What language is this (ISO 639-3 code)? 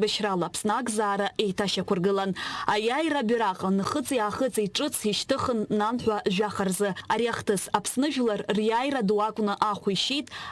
abk